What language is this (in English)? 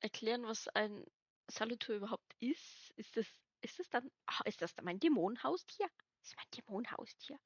Bavarian